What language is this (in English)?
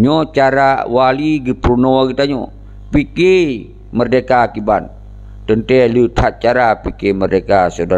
Achinese